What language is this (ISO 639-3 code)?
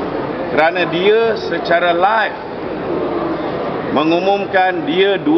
msa